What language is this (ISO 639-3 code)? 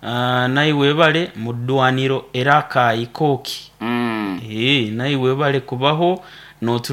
nyo